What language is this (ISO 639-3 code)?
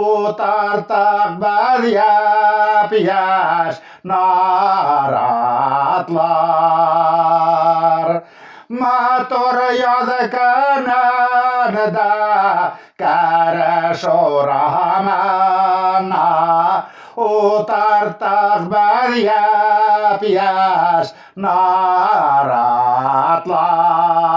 bak